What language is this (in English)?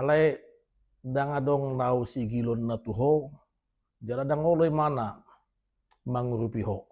Batak Toba